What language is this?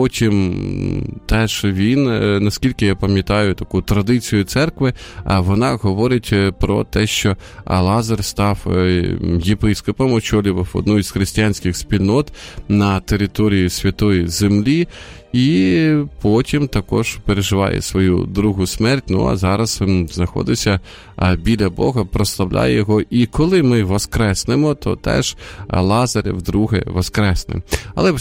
Ukrainian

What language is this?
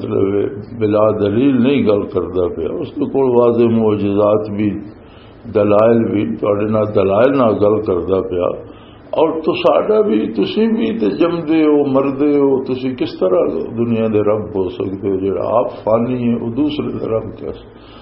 Western Panjabi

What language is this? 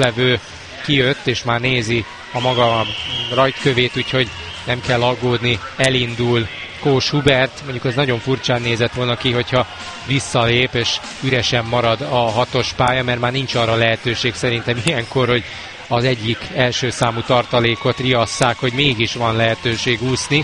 Hungarian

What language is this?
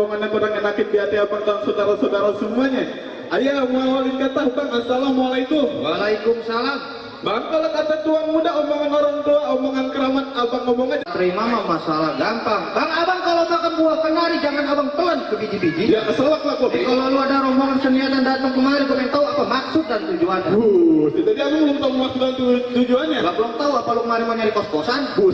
Betawi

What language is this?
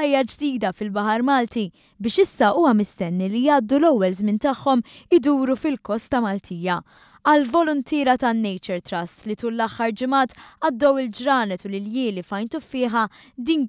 Maltese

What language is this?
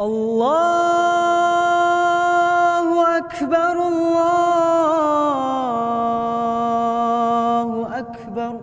Bashkir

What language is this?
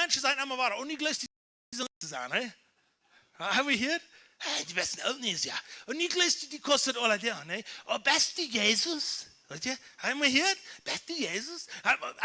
Plautdietsch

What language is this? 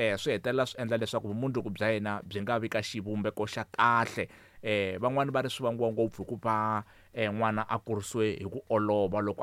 Tsonga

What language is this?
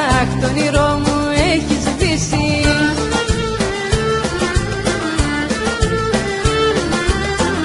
Greek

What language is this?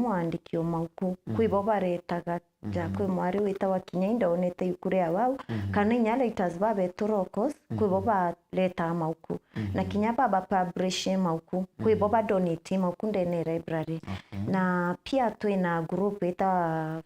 Meru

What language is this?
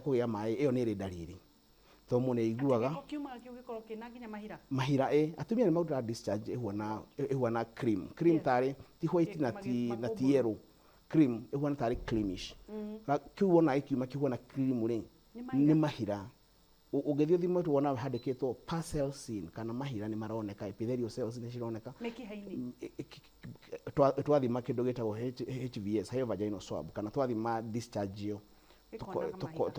Kikuyu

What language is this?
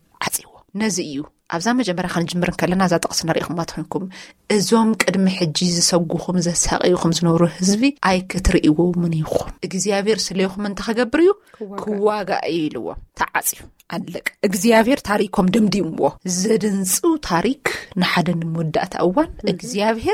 Tigrinya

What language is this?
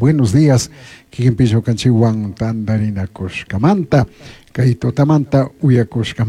Chimborazo Highland Quichua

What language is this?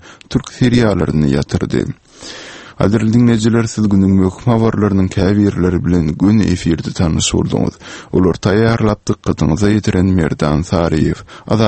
Turkmen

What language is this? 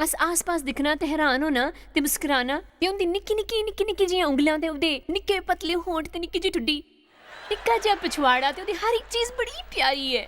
Dogri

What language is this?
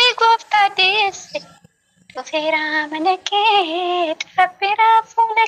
Oromo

